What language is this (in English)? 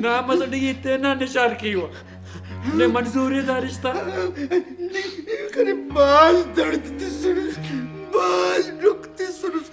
Brahui